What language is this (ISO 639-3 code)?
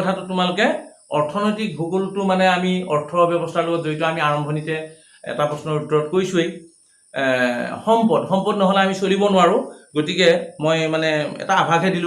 asm